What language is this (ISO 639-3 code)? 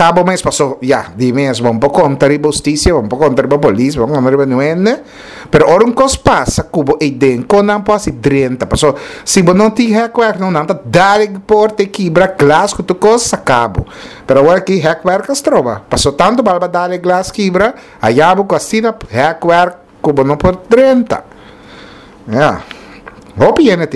pap